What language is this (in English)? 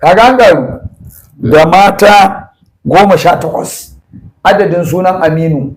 Hausa